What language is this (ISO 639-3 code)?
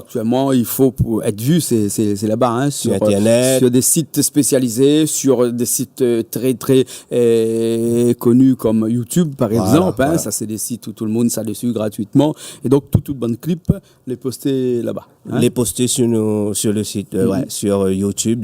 rcf